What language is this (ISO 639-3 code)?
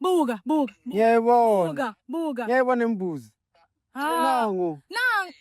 zul